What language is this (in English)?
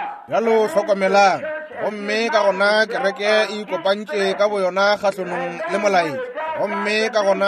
Northern Sotho